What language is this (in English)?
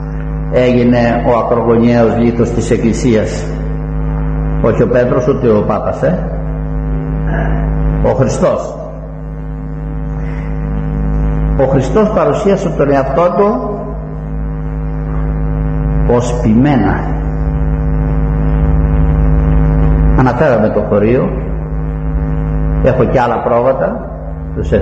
Greek